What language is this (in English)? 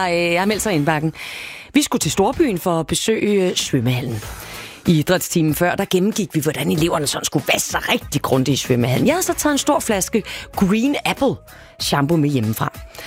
Danish